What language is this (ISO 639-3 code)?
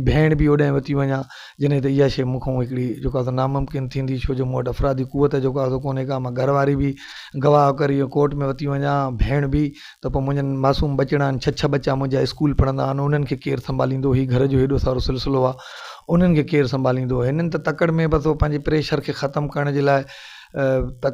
snd